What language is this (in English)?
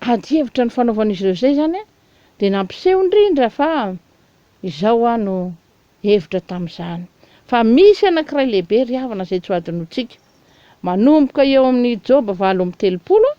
Malagasy